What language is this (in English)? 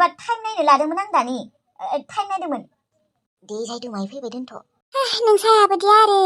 Bodo